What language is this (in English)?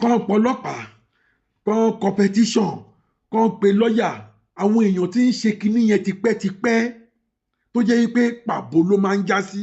Yoruba